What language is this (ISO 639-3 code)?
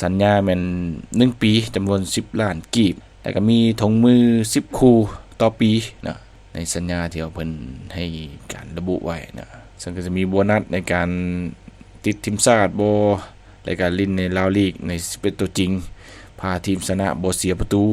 lao